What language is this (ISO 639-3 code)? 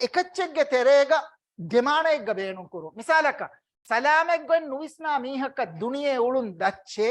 div